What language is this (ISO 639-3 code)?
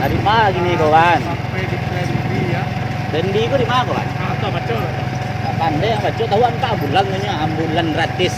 min